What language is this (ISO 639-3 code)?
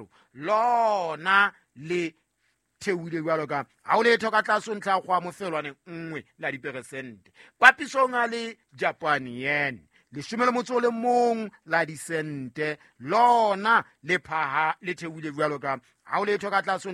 sot